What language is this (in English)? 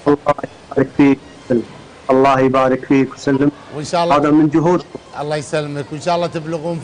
Gulf Arabic